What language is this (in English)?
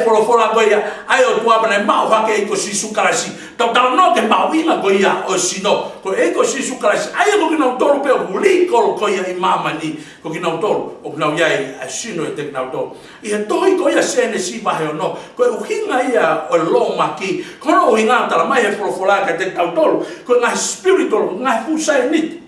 Tongan